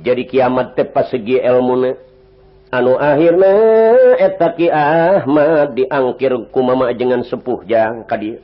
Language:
Sundanese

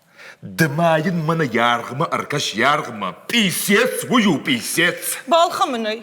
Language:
Ossetic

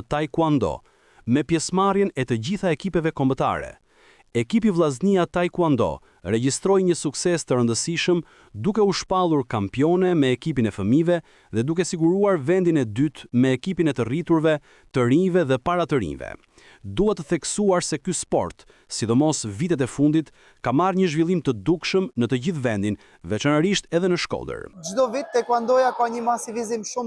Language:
Albanian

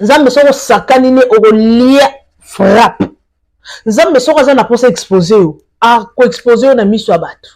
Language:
Lingala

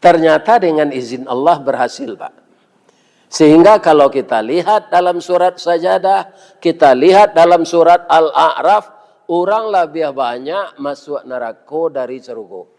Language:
Minangkabau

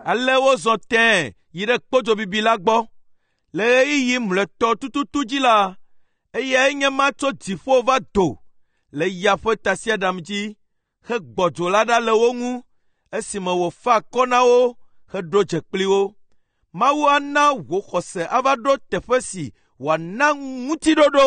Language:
Ewe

